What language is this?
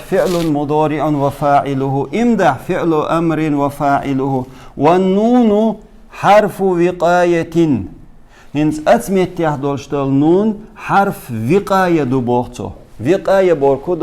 Chechen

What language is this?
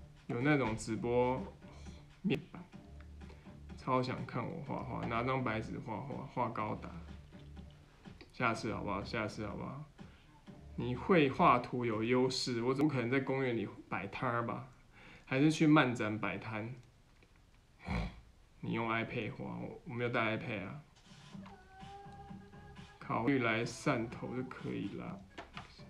Chinese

